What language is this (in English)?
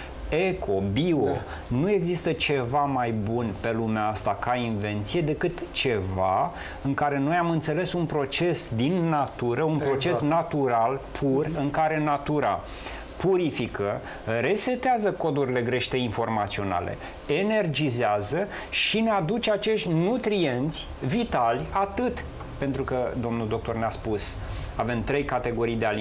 Romanian